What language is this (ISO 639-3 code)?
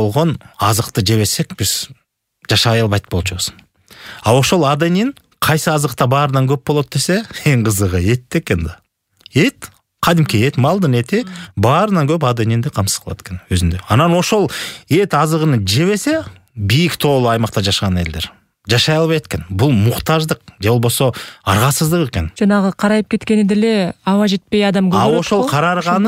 kir